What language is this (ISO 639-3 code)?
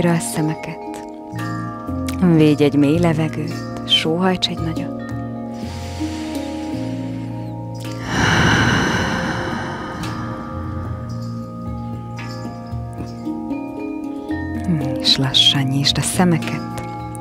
hun